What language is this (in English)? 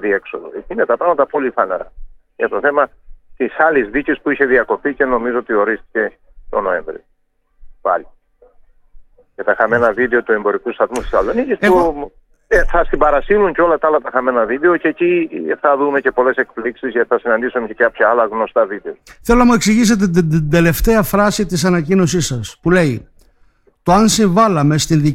Greek